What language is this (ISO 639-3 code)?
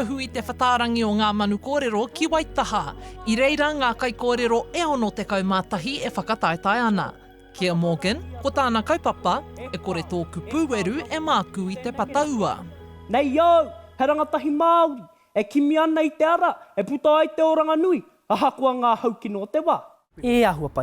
mri